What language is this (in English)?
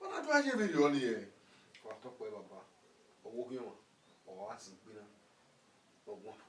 Bini